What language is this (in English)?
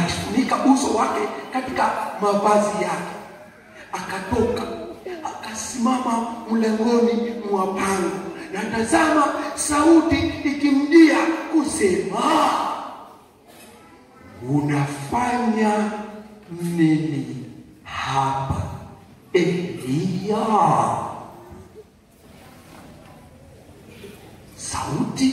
Swahili